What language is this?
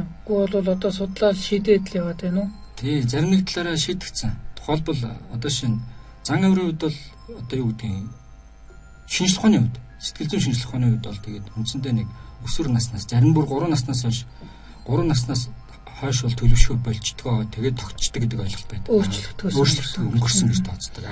Mongolian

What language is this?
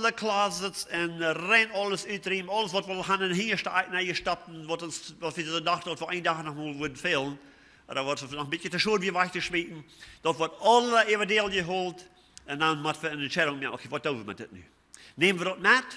Plautdietsch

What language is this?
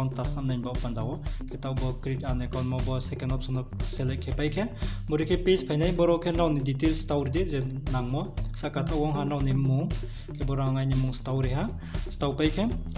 Riang (India)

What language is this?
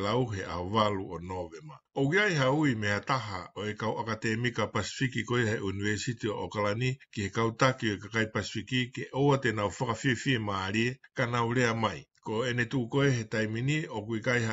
Tongan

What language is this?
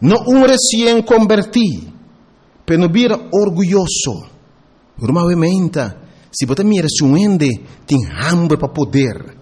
Papiamento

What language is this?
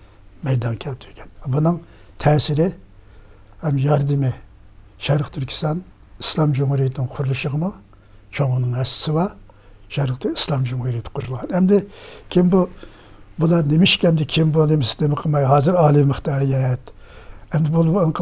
Uyghur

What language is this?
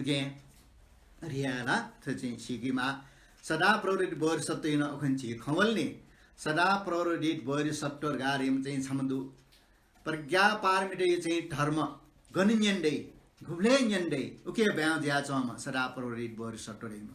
Newari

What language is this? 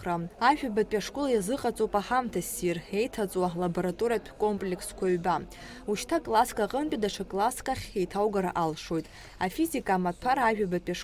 Abkhazian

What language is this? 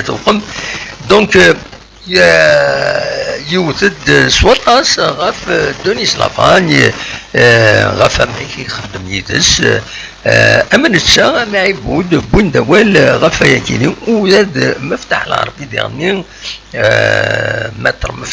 Kabyle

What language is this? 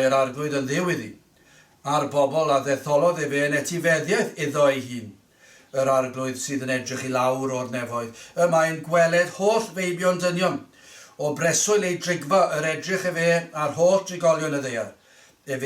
Welsh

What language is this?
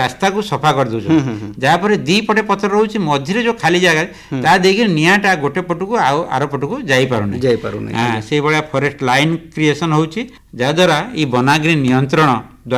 Odia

